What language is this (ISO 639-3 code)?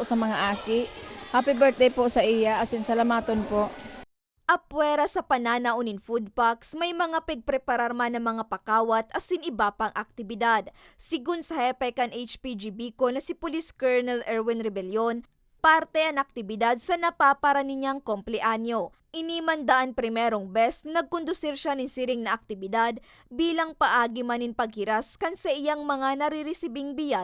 bik